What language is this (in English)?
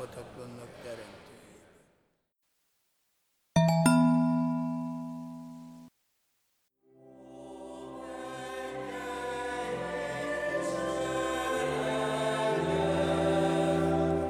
Hungarian